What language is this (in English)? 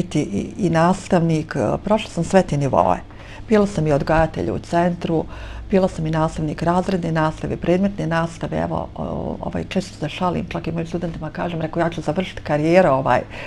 Bosnian